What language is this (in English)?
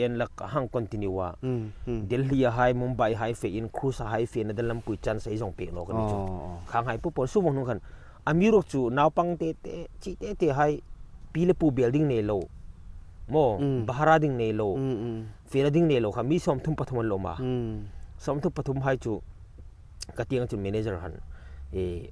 Hmar